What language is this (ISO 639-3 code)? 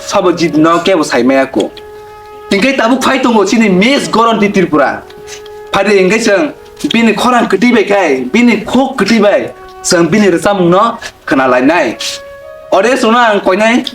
trp